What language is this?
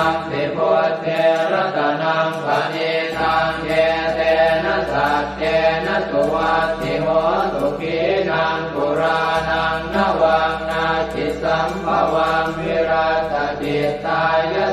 Pali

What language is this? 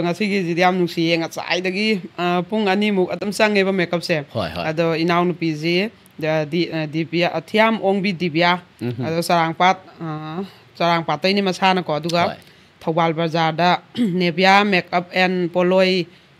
Manipuri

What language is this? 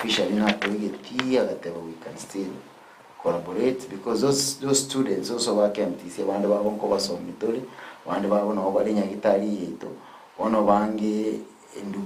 Gusii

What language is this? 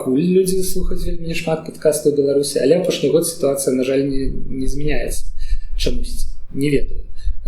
Belarusian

